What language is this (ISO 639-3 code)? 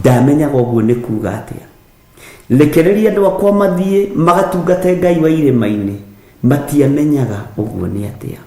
kik